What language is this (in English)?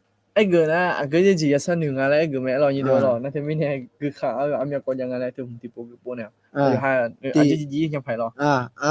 Akha